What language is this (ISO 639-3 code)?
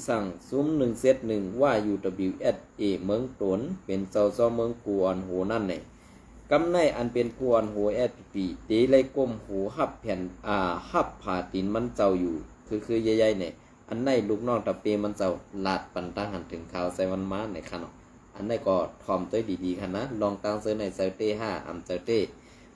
shn